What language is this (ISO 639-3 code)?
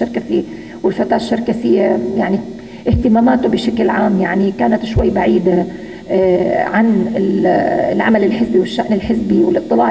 apc